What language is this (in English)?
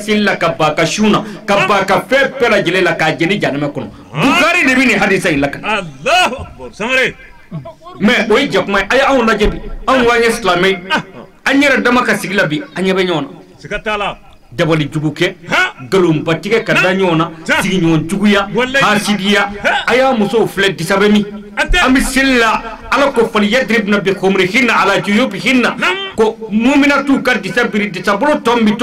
Bambara